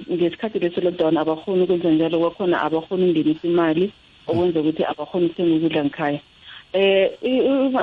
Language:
South Ndebele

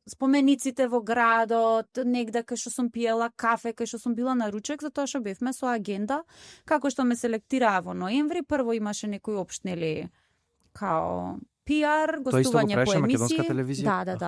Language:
Macedonian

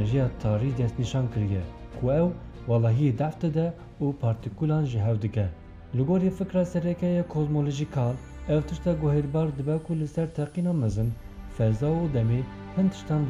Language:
Kurdish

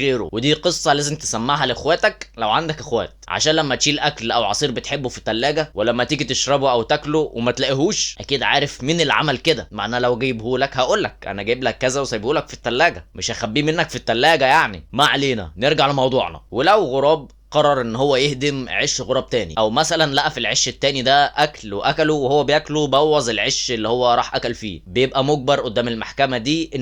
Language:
Egyptian Arabic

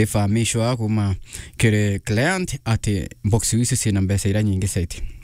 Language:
Meru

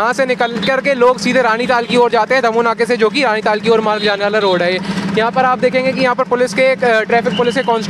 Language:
Hindi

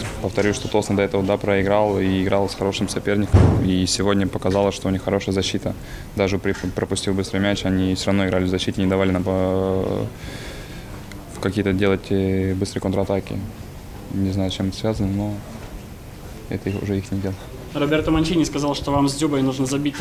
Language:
Russian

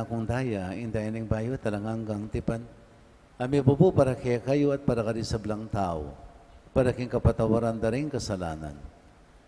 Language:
Pampanga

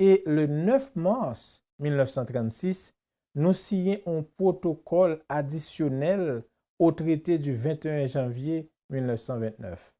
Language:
Haitian Creole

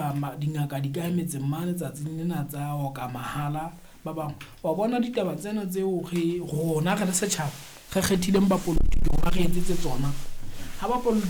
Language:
Southern Sotho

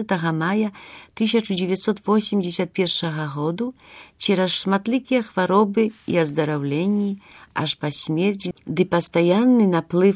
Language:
Belarusian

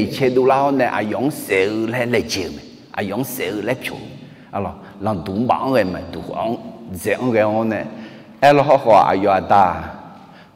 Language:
Akha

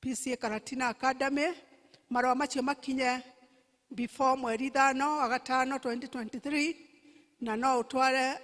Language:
Kikuyu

